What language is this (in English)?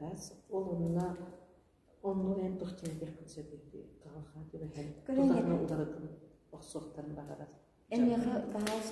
Yakut